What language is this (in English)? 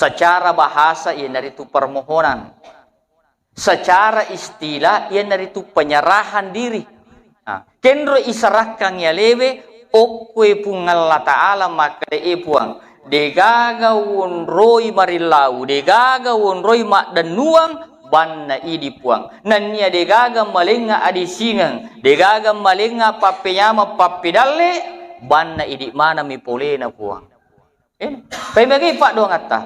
Buginese